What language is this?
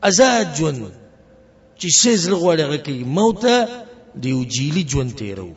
Pashto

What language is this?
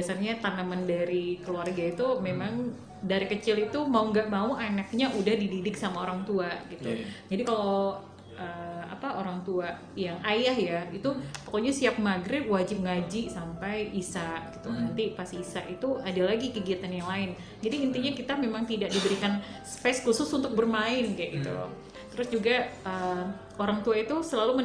Indonesian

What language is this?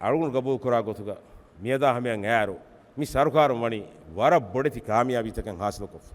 Divehi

